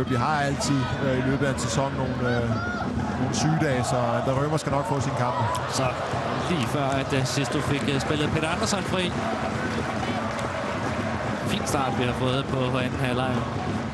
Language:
Danish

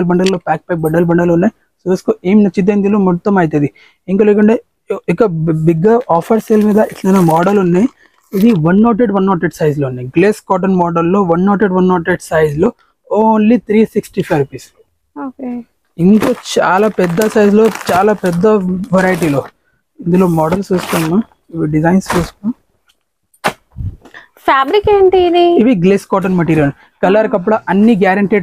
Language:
Telugu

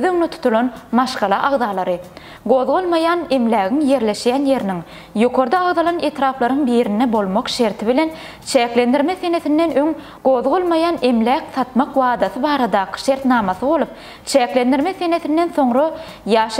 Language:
Turkmen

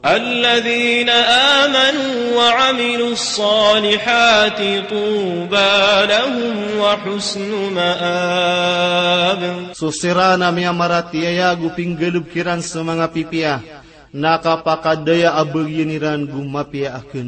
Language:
Maranao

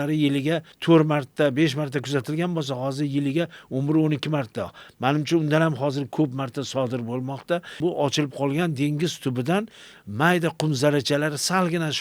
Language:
Uzbek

